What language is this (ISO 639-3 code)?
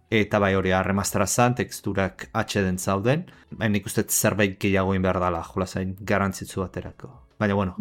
eus